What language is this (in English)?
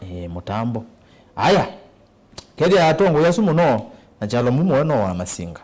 Kamba